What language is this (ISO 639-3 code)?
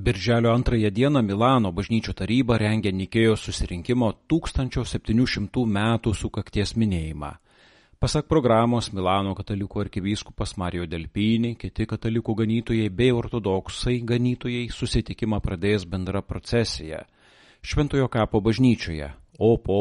lit